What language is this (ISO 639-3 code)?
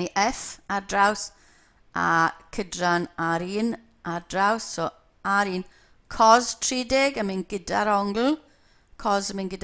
cym